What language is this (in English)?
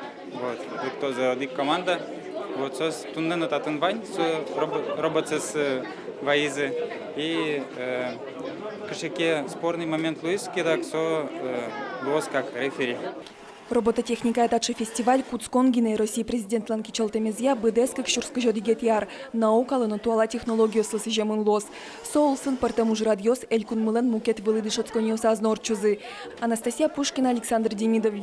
Udmurt